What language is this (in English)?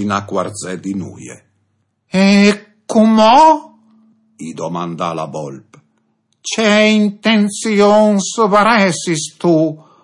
Friulian